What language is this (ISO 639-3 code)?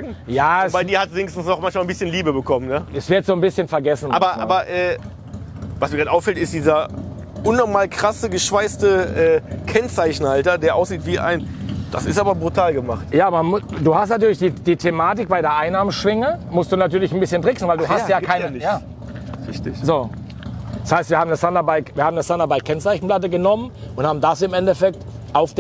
deu